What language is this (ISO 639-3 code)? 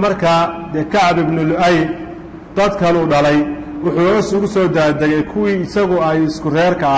som